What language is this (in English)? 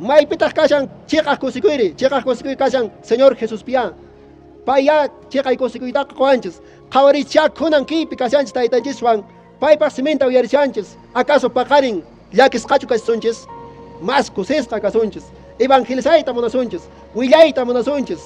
Quechua